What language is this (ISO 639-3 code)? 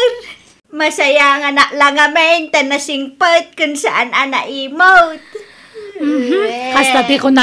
ilo